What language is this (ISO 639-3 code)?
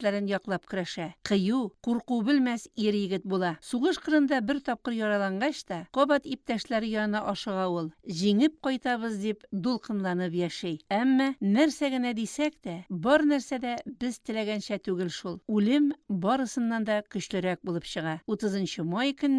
tat